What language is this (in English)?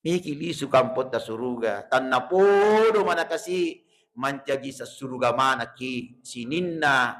Buginese